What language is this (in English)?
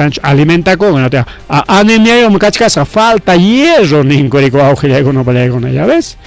Ayacucho Quechua